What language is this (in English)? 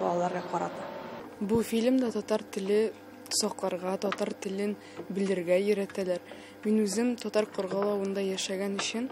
Tatar